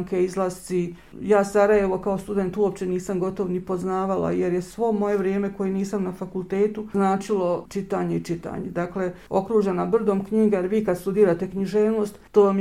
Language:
Bosnian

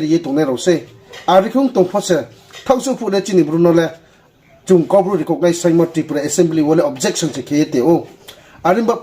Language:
Riang (India)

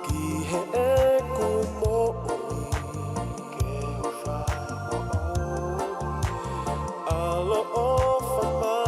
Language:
Tongan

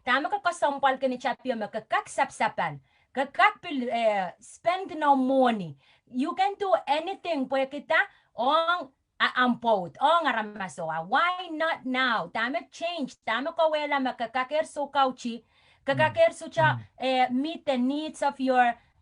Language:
Pohnpeian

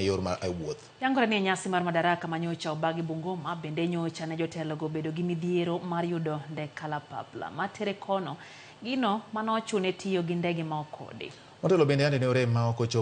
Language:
Luo (Kenya and Tanzania)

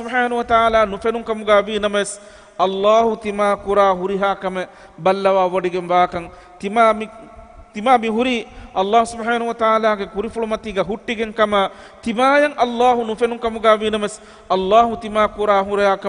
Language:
Divehi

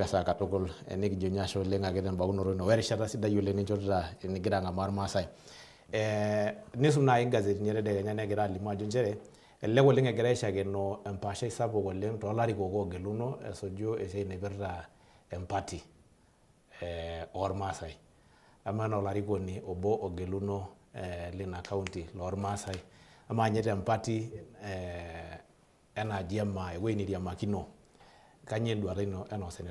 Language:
Masai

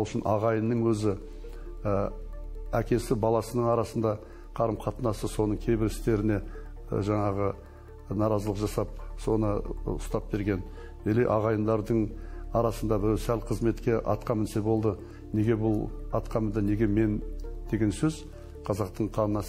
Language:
Kazakh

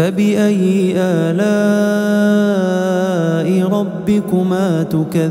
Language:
Arabic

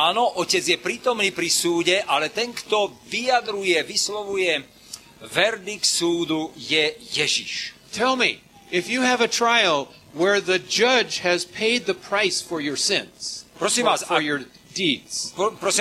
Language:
Slovak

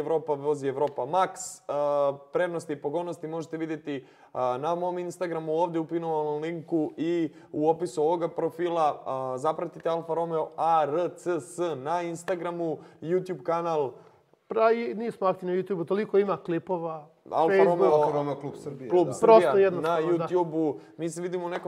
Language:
Serbian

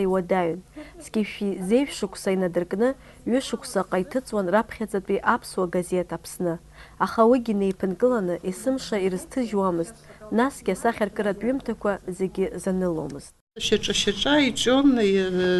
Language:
Abkhazian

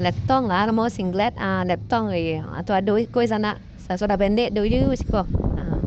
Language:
Minangkabau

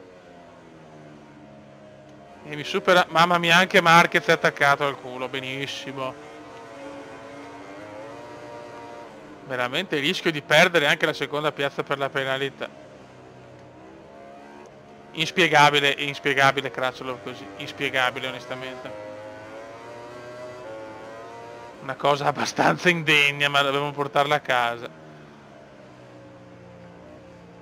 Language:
Italian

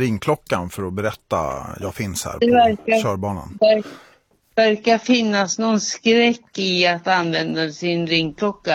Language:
Swedish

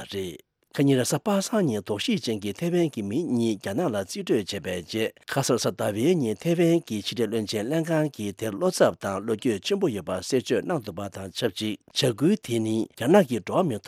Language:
Tibetan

